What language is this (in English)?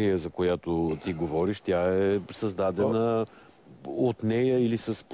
Bulgarian